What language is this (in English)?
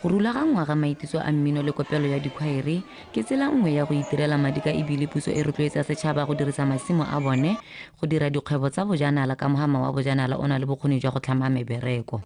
Tswana